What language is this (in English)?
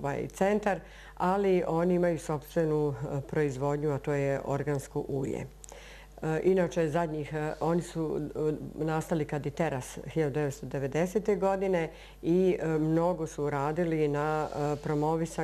Serbian